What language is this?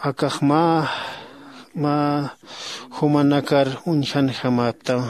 Aymara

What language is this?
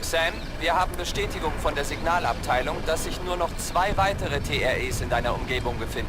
Bavarian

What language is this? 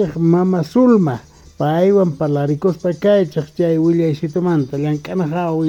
Quechua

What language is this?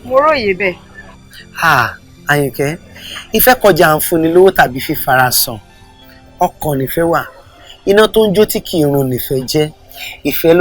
Yoruba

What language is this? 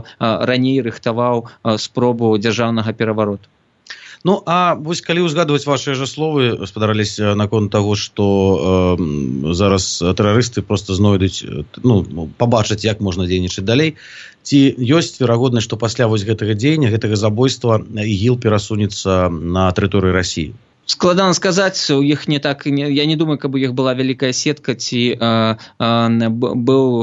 Belarusian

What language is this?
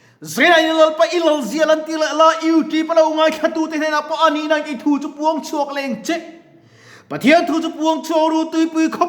Mizo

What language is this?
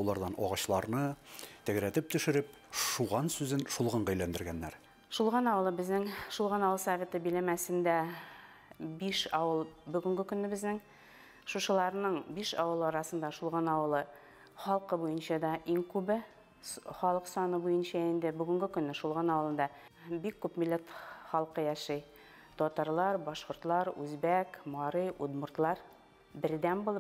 Bashkir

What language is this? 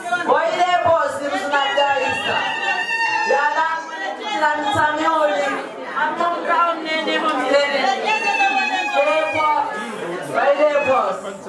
Swahili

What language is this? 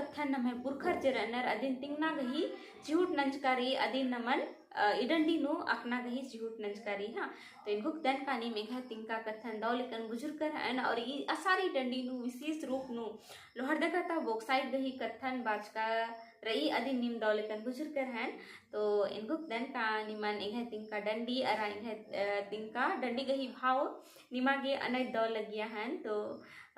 Kurukh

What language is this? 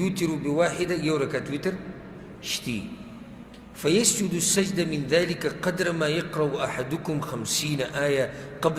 Pashto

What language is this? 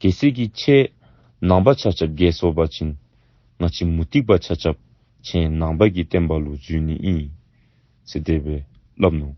Dzongkha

